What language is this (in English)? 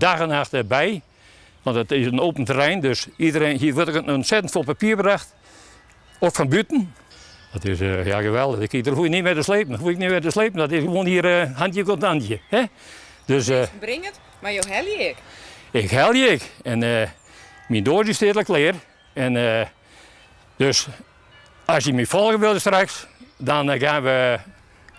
Western Frisian